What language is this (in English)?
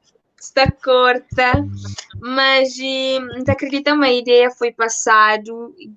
Kabuverdianu